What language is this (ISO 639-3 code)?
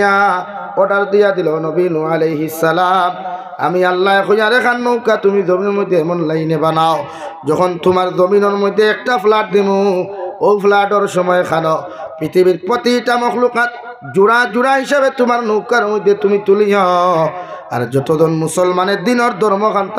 syl